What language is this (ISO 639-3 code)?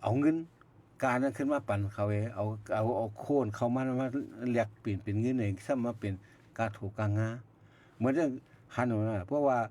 shn